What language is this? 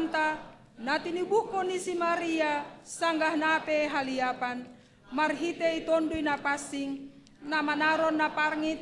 Batak Simalungun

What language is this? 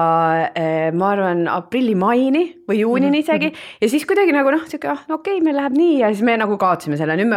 Estonian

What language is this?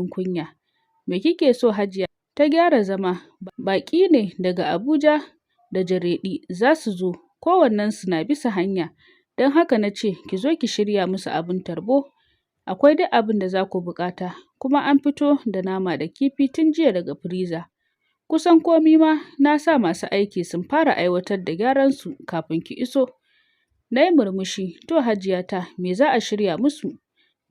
Hausa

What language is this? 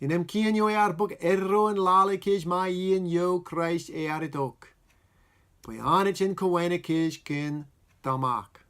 Marshallese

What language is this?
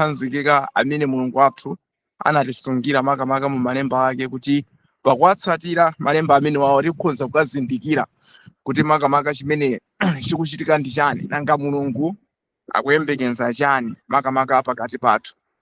Nyanja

